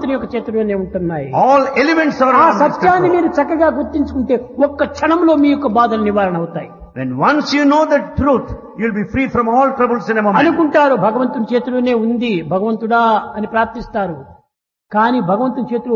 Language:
Telugu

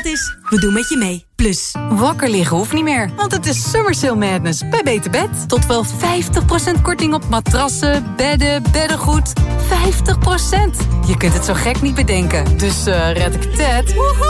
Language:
Dutch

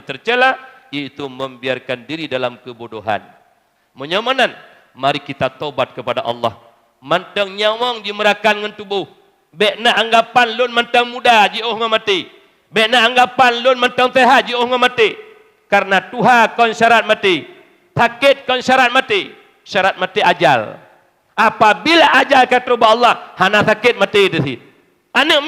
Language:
Achinese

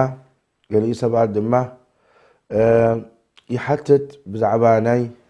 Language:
Tigrinya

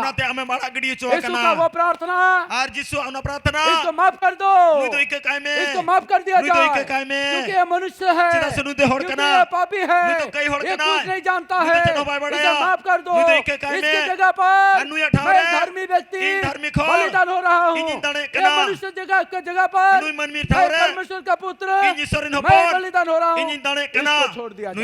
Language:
Santali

